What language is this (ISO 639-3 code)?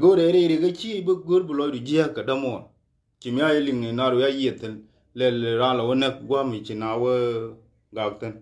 nus